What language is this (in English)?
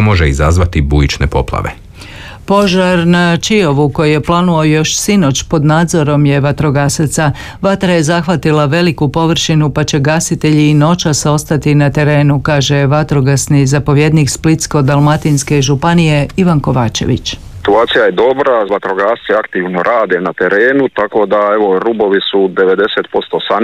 Croatian